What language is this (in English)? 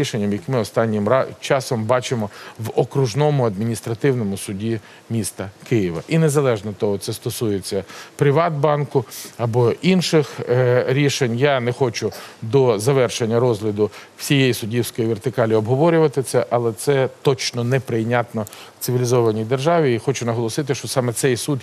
Ukrainian